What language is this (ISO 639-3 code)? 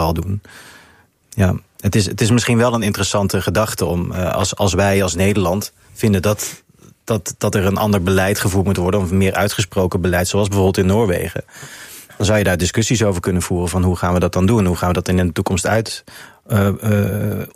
nld